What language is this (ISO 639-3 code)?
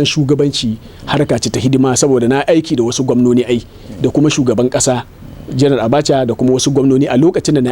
hau